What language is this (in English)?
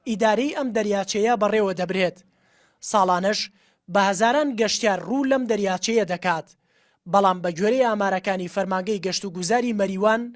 Central Kurdish